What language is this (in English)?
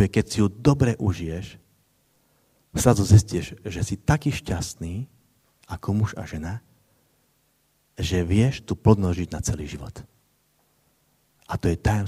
Slovak